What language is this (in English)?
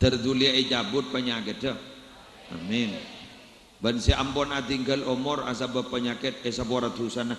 Madurese